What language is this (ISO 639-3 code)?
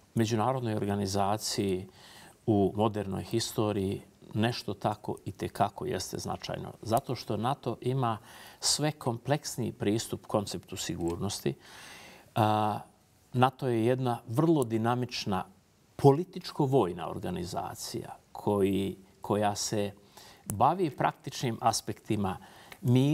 bos